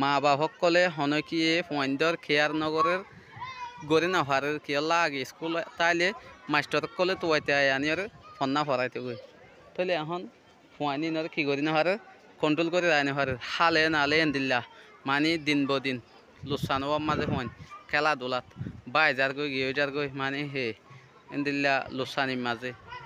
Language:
Rohingya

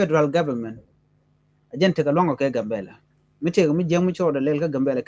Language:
Nuer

